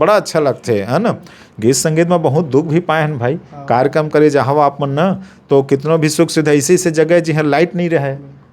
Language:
Chhattisgarhi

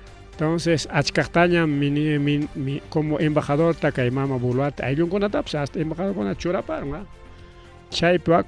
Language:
Ayacucho Quechua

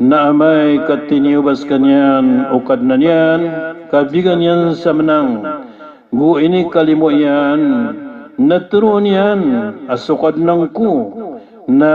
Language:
Maranao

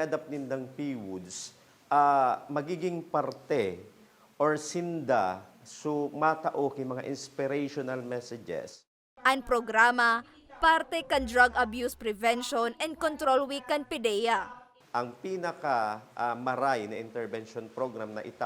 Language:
Bikol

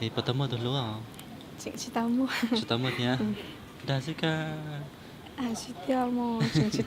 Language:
Hmong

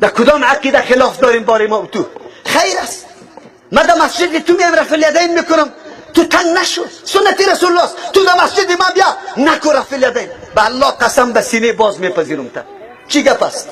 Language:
Tajik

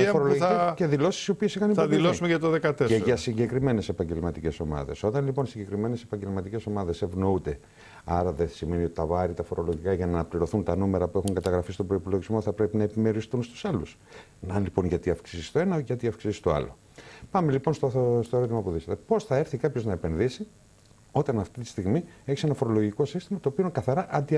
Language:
Greek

